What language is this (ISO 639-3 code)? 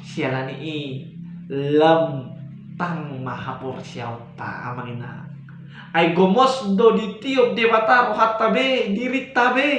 bbc